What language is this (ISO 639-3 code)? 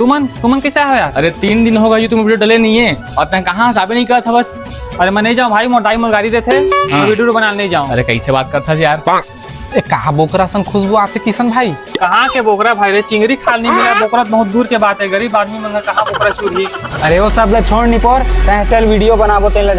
hne